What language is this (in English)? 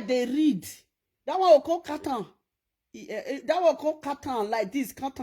Nigerian Pidgin